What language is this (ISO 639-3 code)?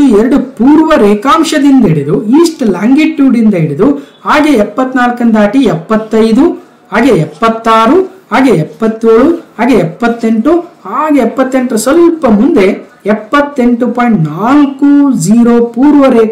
kan